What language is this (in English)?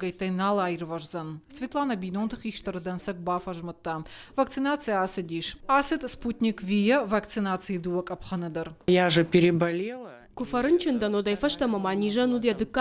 Ossetic